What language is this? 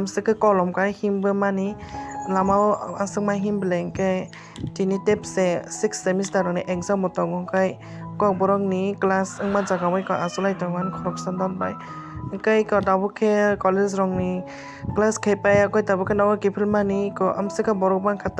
Kok Borok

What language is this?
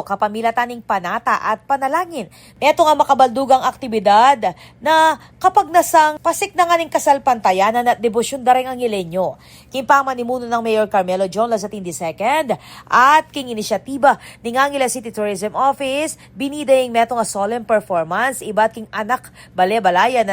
Pampanga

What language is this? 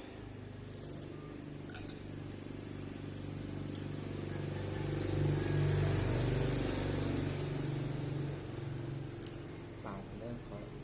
Lao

